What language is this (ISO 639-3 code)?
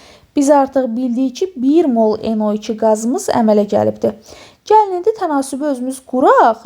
aze